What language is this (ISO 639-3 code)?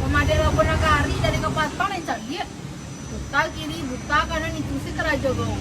min